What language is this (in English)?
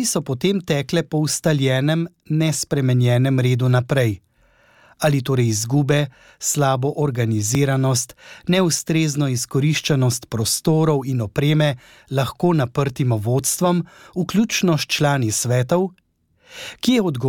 Slovenian